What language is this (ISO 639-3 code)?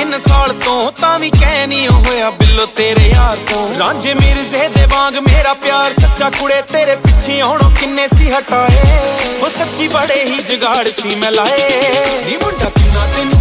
pan